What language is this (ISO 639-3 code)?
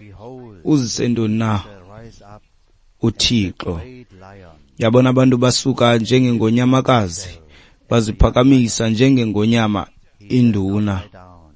xho